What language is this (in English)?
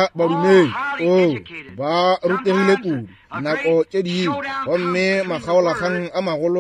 Northern Sotho